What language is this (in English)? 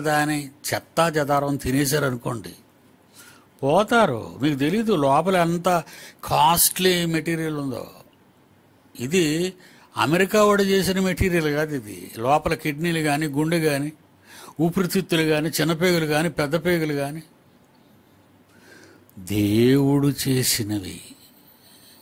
Telugu